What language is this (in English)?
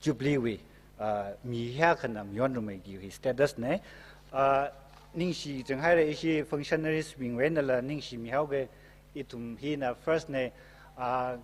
Tangkhul Naga (India)